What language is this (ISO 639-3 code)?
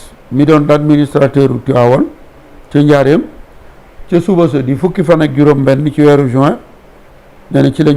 wol